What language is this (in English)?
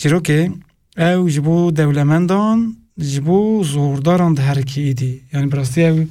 Kurdish